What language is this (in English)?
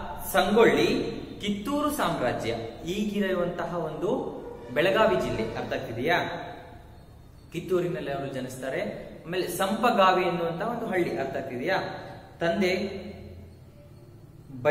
Kannada